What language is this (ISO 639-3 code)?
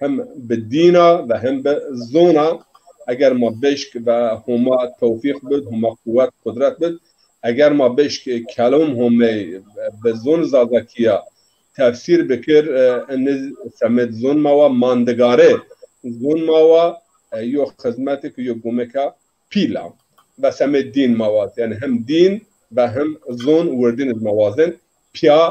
zza